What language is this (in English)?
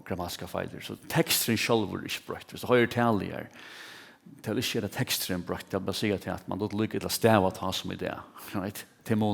Faroese